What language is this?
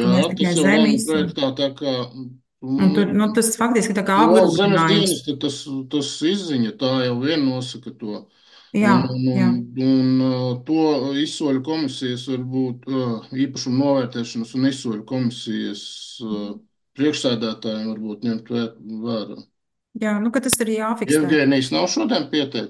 Latvian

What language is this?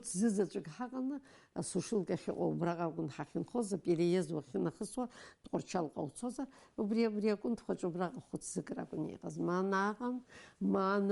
Abkhazian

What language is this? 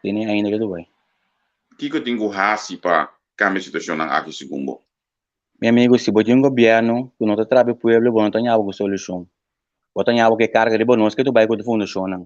Papiamento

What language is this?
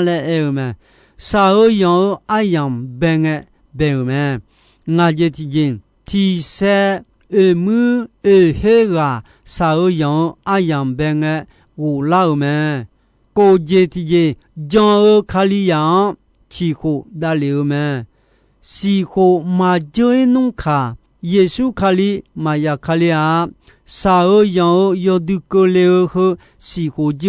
Akha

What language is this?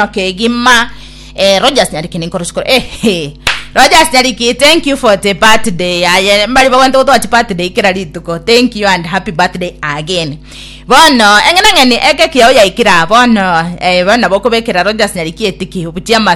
Gusii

